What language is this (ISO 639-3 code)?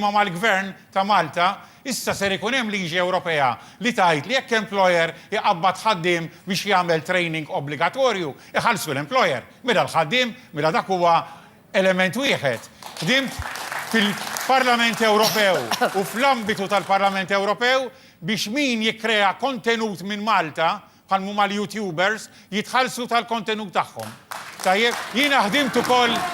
mlt